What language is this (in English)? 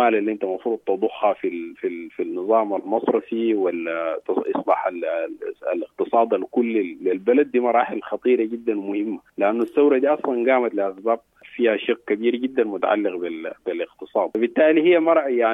Sudanese Arabic